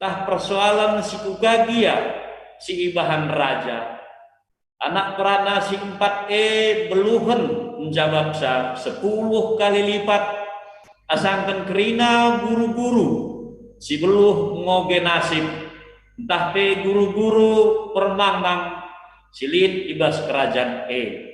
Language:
Batak Karo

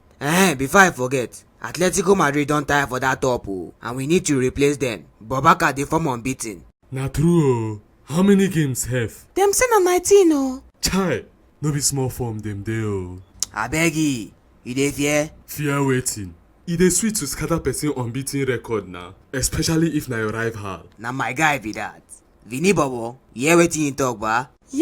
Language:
Nigerian Pidgin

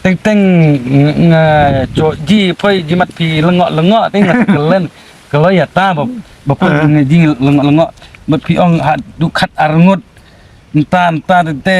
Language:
Khasi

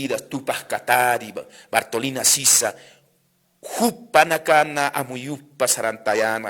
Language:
Aymara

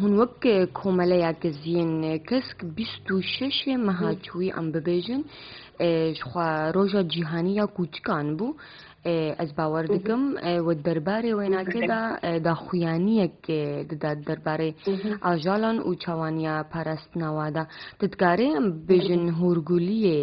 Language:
Kurdish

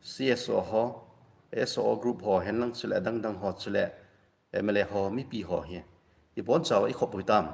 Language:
Thado Chin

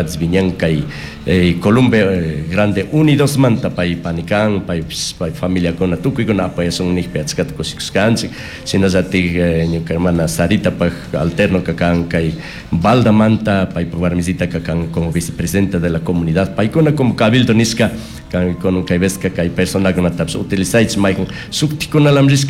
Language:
Chimborazo Highland Quichua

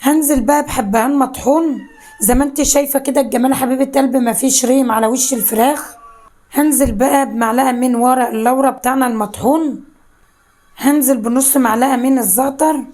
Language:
Egyptian Arabic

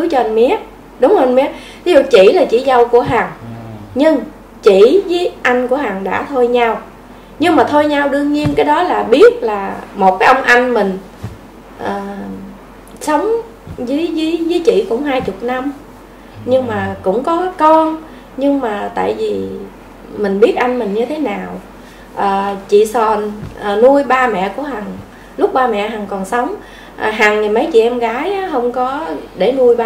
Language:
Vietnamese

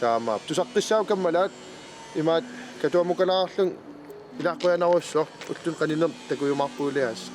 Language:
Kalaallisut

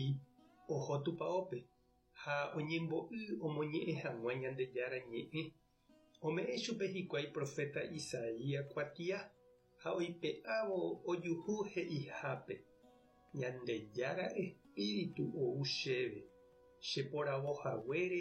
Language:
Guarani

